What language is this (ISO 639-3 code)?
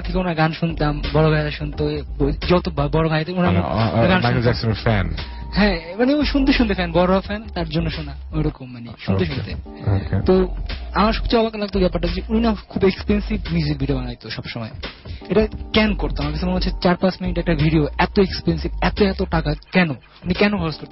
ben